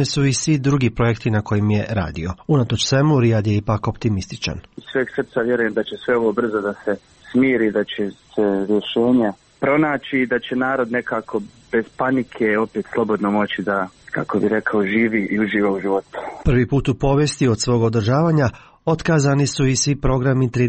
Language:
Serbian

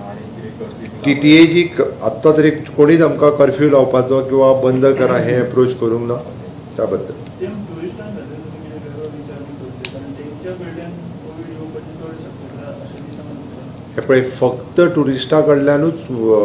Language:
Konkani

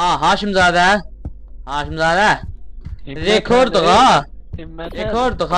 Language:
South Azerbaijani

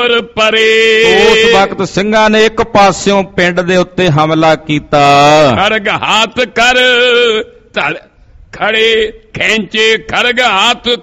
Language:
Punjabi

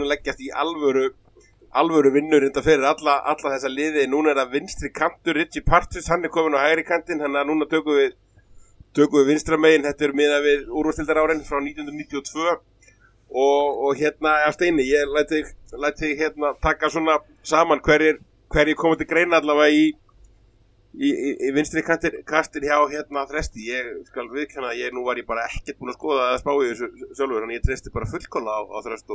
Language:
Icelandic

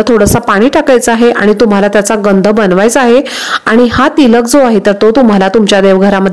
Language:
Marathi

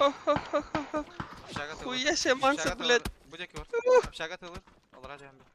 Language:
Yakut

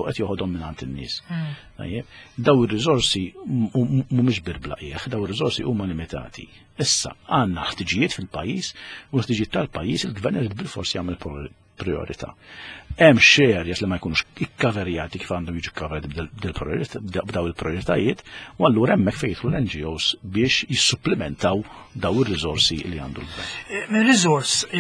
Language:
Maltese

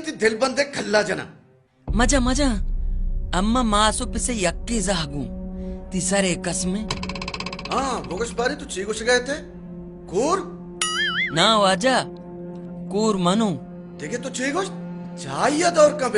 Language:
Baluchi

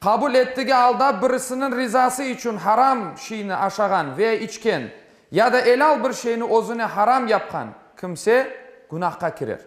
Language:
Crimean Tatar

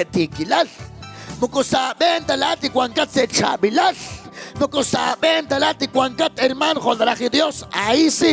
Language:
Kekchí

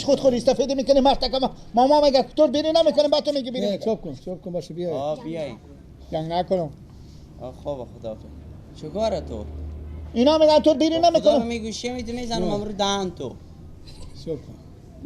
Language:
Persian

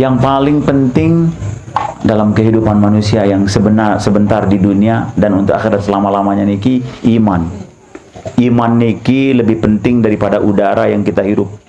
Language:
Sasak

